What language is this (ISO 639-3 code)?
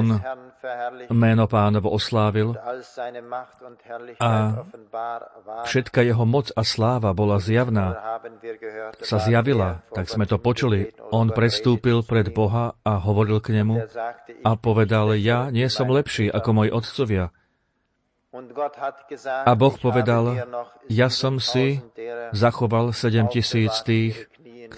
slk